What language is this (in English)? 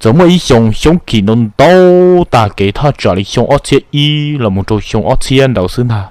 Hmong